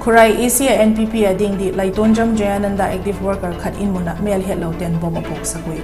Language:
Vaiphei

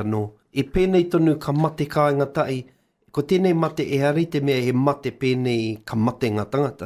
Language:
Māori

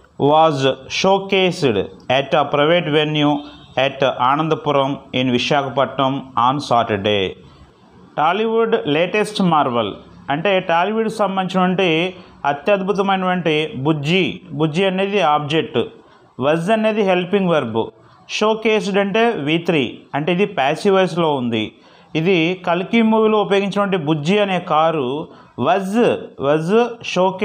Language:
Telugu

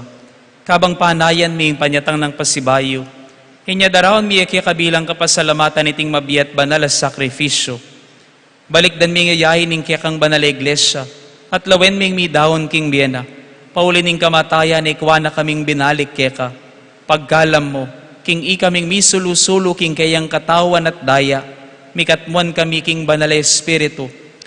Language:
Pampanga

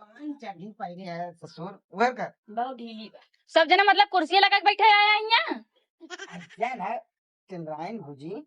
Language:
Bhojpuri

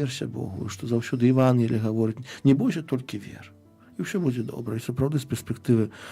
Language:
Belarusian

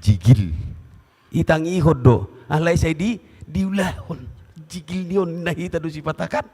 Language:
Batak Toba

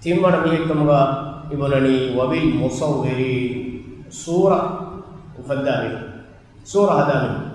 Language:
Divehi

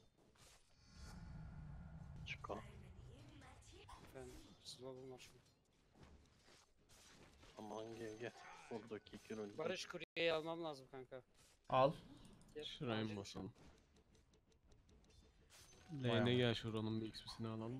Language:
Turkish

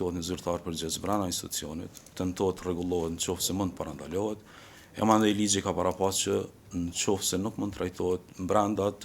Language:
Albanian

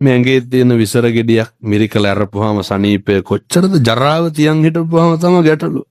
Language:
Sinhala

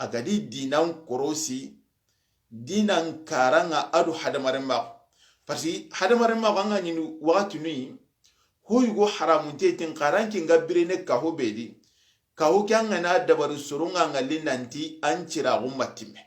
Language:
Soninke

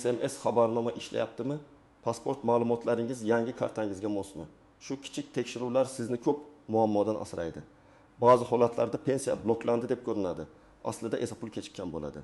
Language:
Uzbek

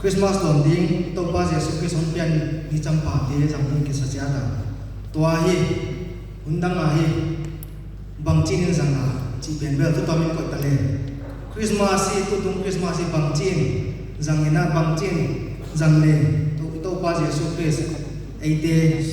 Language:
Paite Chin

